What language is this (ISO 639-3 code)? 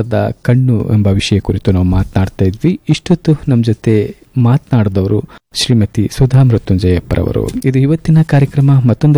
kan